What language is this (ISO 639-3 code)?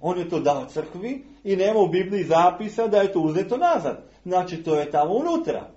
srp